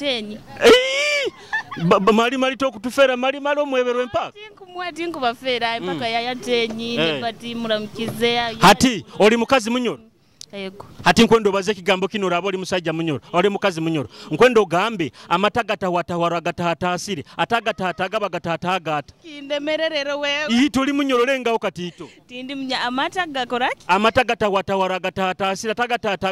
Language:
Nyoro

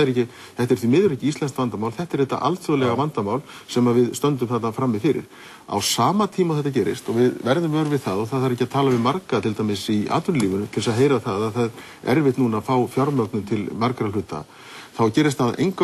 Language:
Icelandic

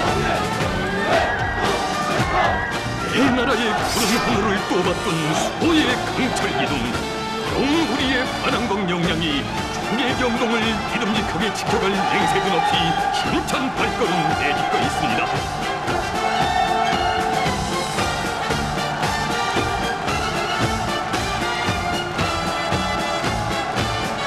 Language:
Korean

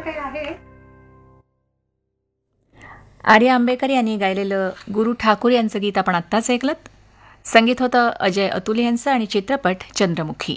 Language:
Marathi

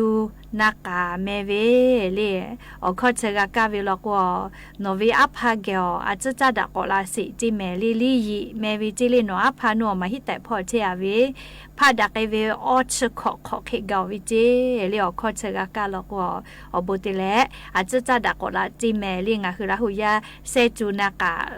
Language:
Lahu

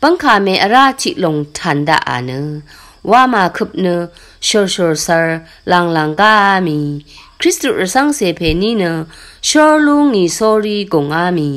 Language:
Rawang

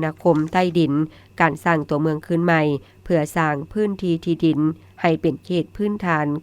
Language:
Lao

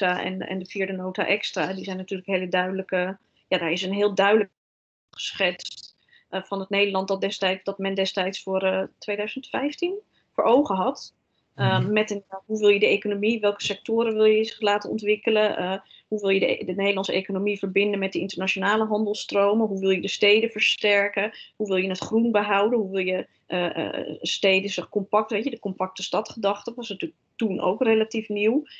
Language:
Dutch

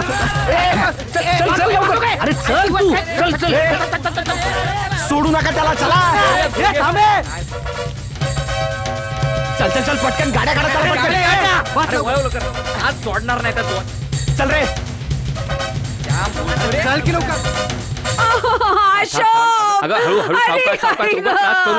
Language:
Marathi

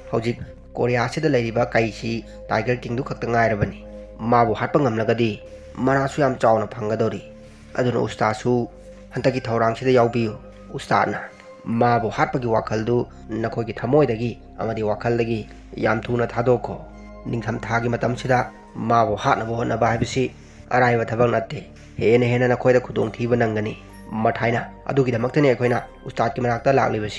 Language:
Manipuri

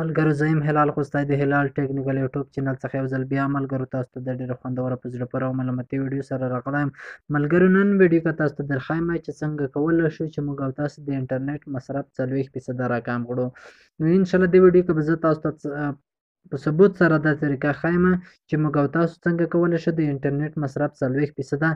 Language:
Pashto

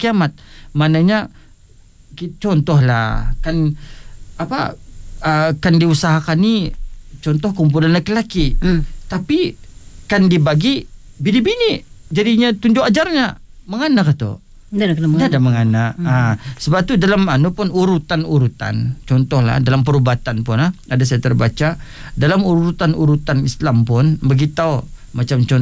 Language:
Malay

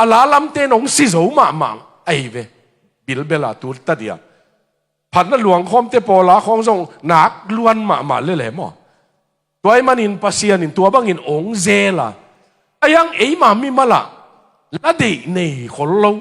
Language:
Tedim Chin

